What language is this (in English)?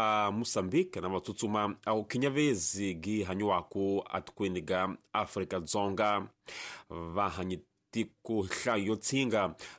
Tsonga